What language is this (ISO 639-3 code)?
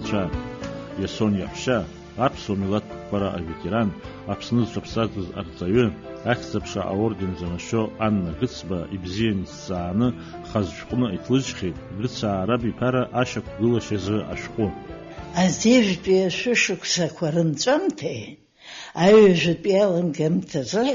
abk